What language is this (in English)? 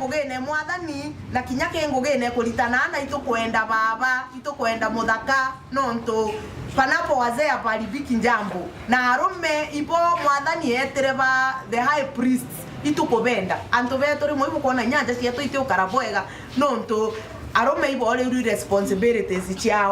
Meru